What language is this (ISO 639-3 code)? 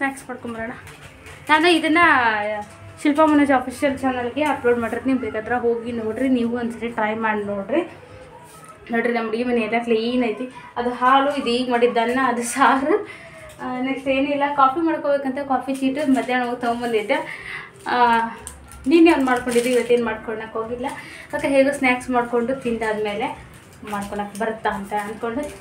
kan